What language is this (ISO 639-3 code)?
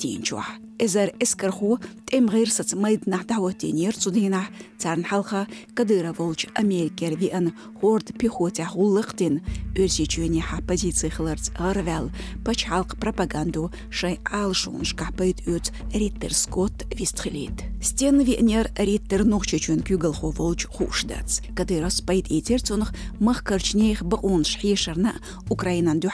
che